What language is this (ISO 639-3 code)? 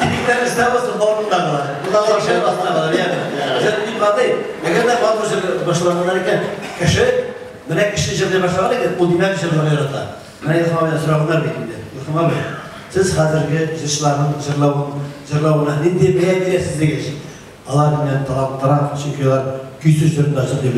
tat